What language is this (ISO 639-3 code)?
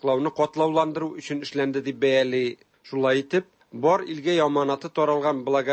tat